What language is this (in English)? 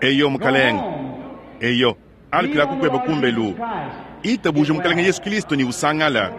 Luba-Lulua